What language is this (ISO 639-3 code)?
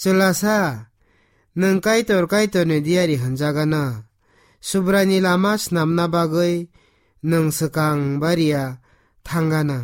trp